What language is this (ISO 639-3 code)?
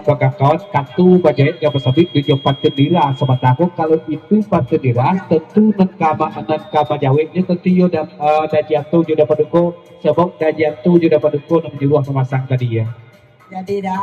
min